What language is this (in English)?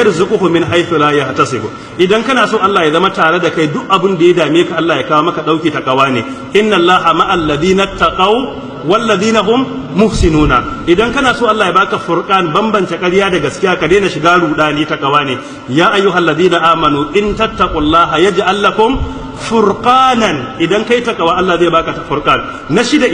Hausa